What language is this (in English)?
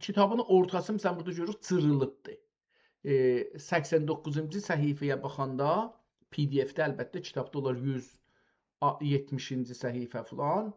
South Azerbaijani